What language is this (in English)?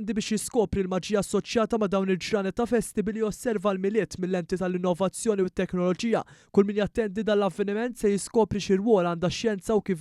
Maltese